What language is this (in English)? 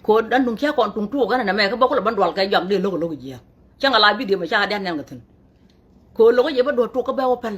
Nuer